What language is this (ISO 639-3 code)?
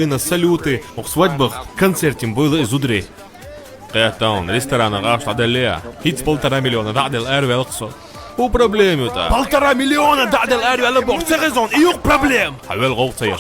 che